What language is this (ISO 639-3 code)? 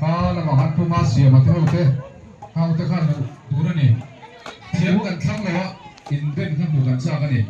lus